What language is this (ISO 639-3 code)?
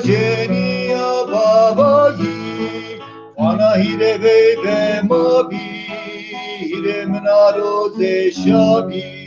zza